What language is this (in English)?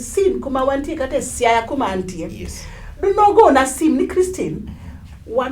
Luo (Kenya and Tanzania)